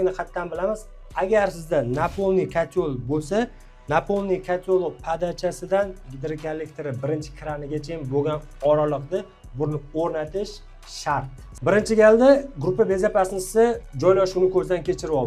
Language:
Uzbek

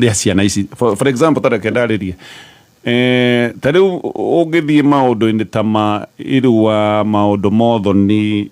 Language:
Kikuyu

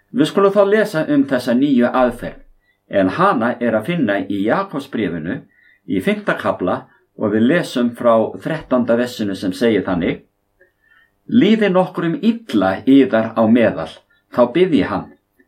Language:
Icelandic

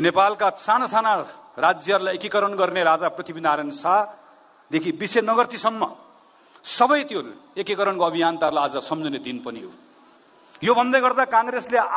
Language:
Nepali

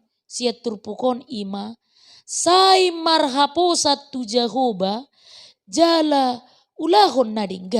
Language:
Batak Toba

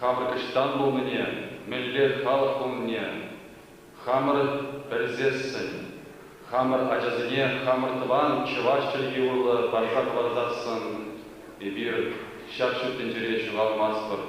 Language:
Chuvash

